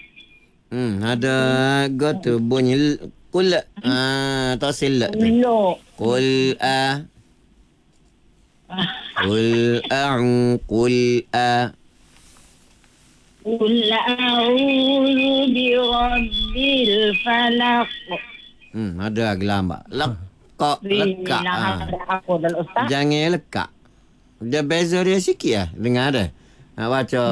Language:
Malay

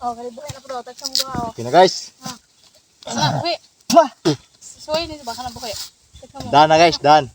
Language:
Cebuano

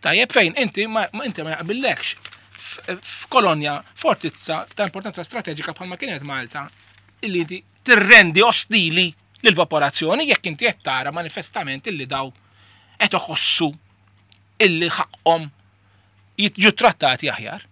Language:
Maltese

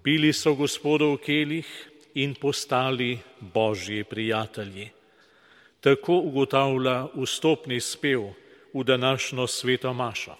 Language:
Slovenian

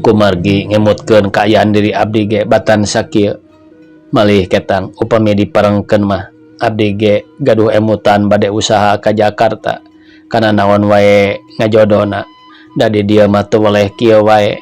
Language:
Sundanese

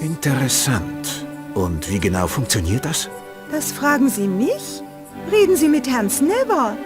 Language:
Bavarian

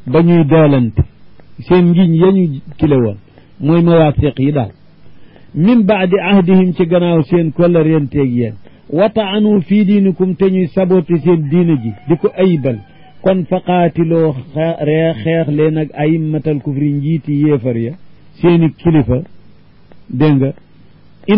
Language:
Wolof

